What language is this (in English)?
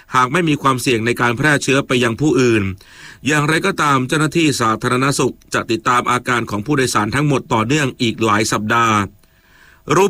Thai